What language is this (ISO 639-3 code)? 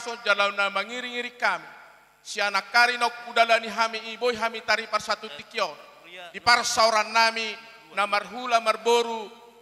bbc